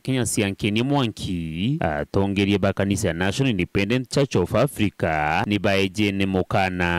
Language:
Meru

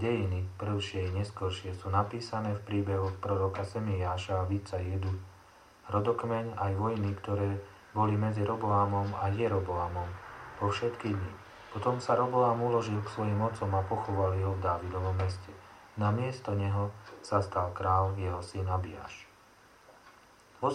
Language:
Slovak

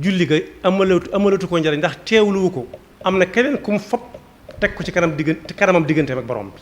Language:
Wolof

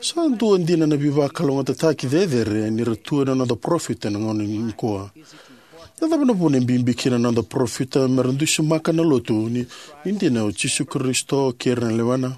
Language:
Fijian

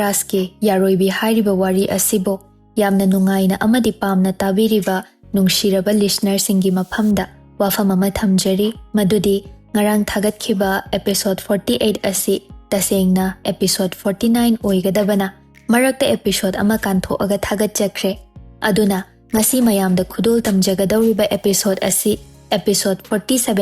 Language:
Manipuri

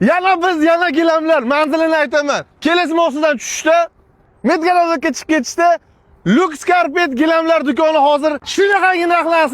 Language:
Uzbek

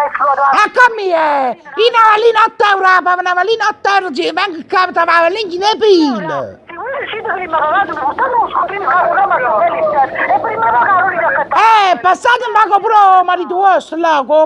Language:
Neapolitan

